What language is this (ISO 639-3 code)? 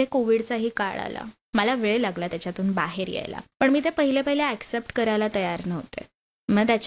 mar